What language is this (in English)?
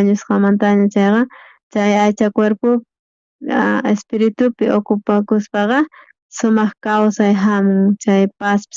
South Bolivian Quechua